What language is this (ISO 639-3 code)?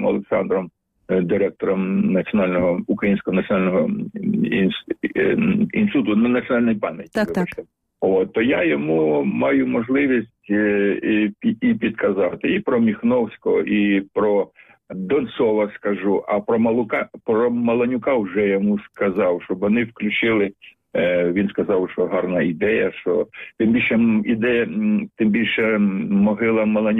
ukr